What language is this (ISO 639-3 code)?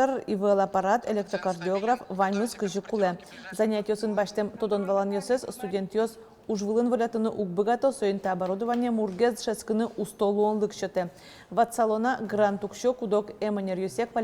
udm